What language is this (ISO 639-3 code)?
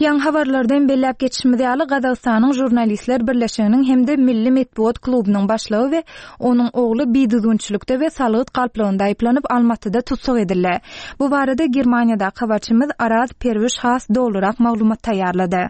tuk